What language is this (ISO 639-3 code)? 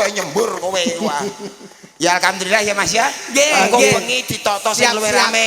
jav